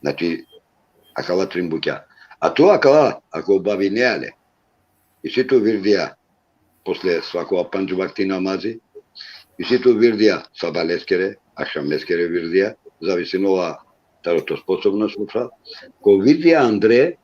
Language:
Balkan Romani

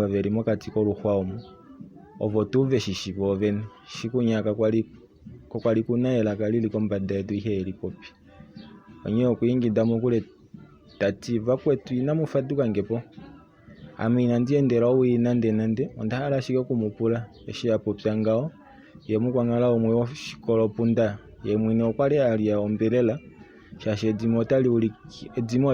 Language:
Kuanyama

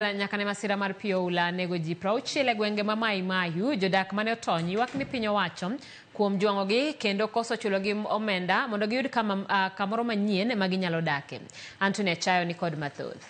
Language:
Luo (Kenya and Tanzania)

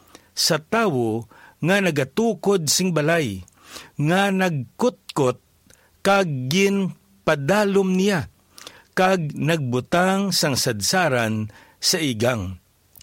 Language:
Hiligaynon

